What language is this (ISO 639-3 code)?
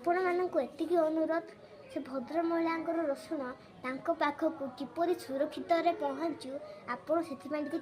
ori